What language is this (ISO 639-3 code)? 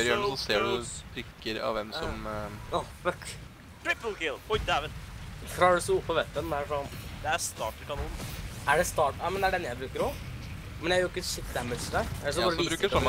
nor